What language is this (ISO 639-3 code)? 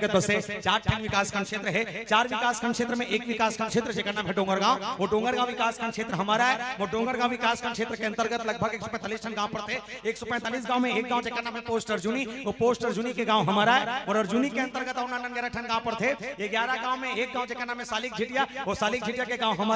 hne